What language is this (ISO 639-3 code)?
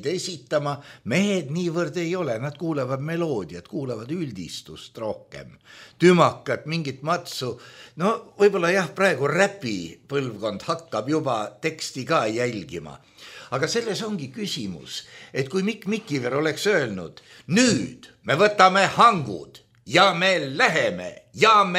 est